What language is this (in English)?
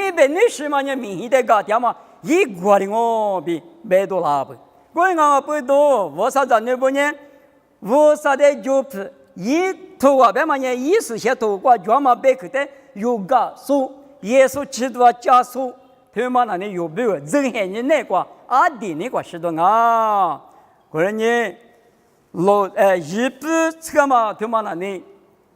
Lisu